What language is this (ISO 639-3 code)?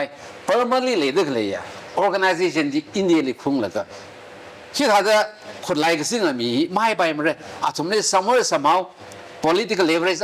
nmf